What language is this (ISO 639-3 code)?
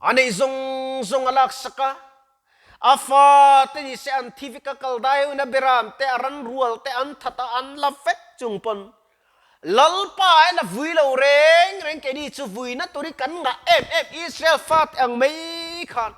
lus